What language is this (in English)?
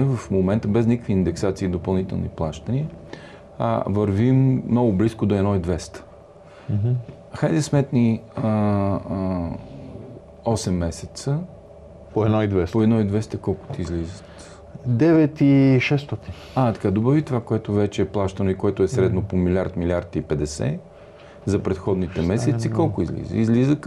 Bulgarian